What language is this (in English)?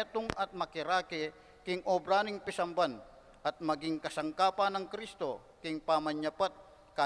Pampanga